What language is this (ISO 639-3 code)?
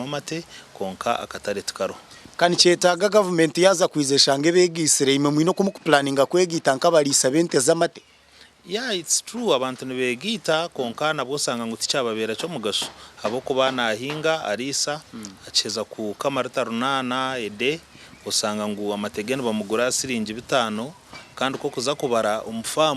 nyn